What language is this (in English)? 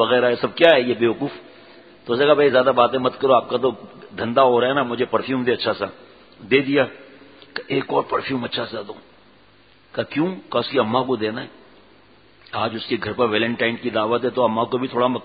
Urdu